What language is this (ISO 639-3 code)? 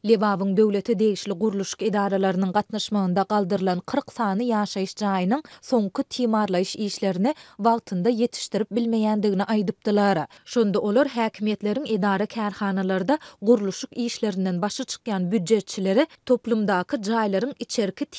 tuk